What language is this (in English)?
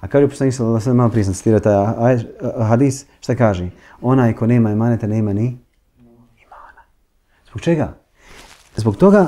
Bosnian